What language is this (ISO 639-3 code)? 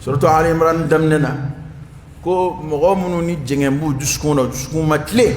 dyu